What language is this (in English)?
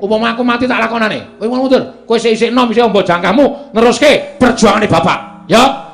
Javanese